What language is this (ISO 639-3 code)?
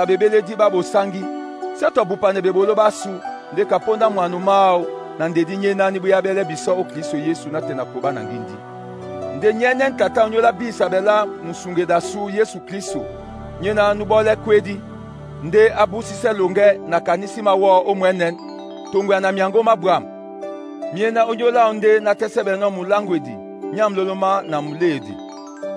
dua